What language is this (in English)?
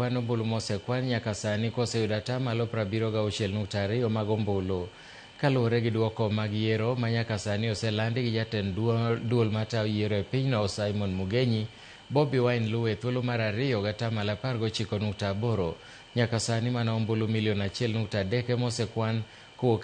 Luo (Kenya and Tanzania)